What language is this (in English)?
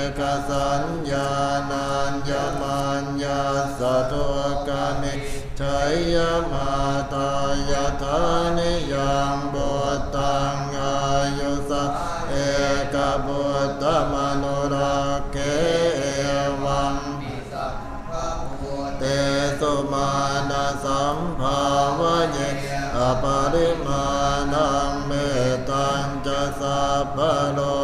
Pali